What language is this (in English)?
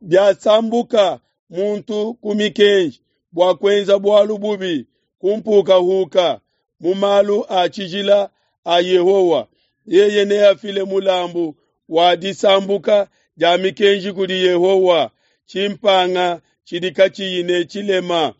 Luba-Lulua